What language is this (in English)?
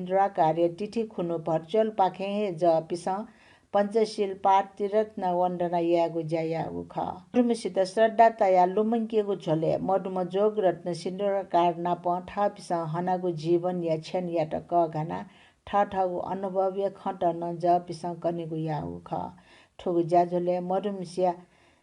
Newari